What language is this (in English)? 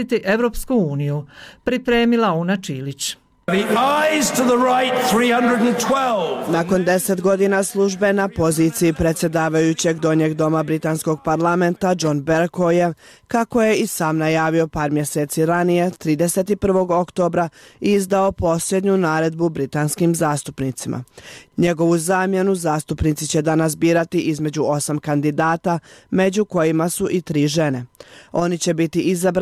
Bosnian